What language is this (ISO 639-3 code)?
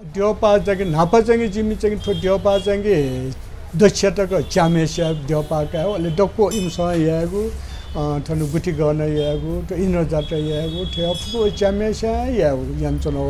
new